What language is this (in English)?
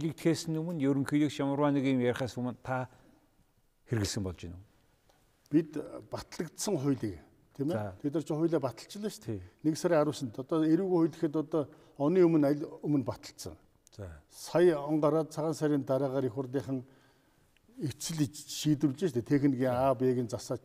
Mongolian